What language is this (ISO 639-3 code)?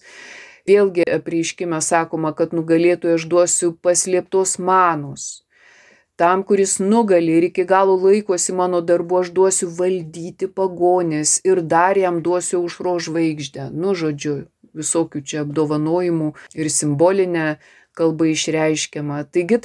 lit